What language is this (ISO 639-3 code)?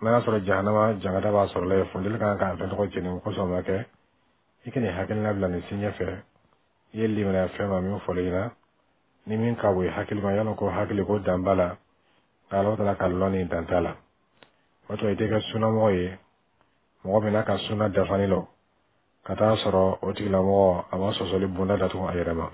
bam